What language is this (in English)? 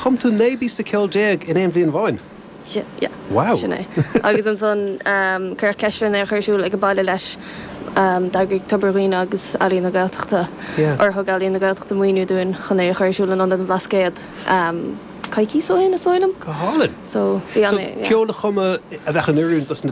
Irish